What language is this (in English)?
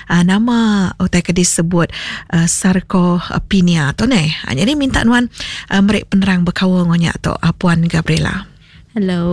Iban